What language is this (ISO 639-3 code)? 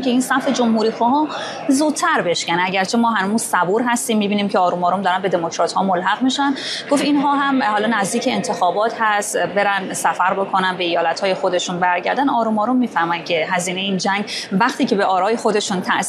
fas